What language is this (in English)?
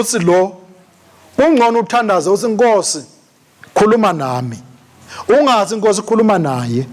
Swati